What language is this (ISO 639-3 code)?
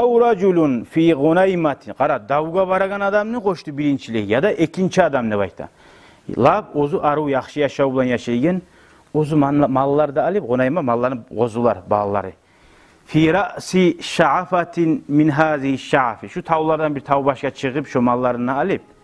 kum